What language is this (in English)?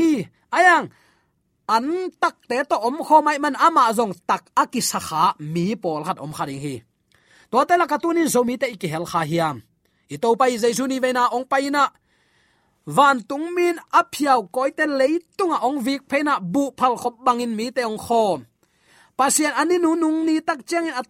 Tedim Chin